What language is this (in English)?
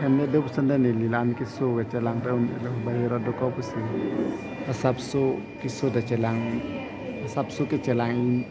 Karbi